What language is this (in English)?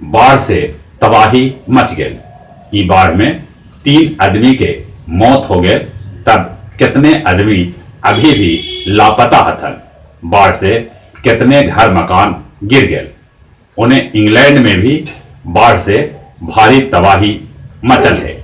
Magahi